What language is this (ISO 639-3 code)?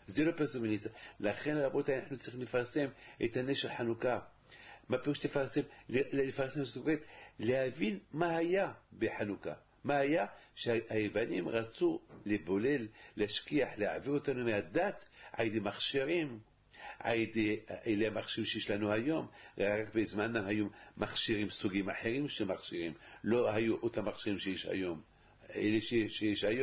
heb